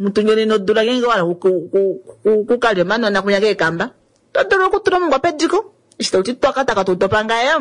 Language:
Kuanyama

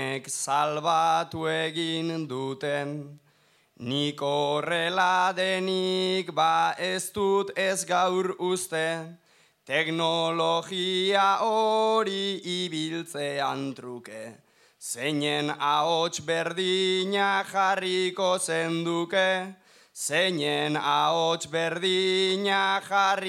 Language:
Basque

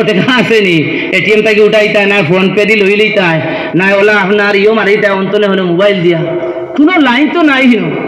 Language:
Sylheti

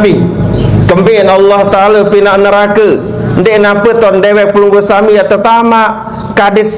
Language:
Sasak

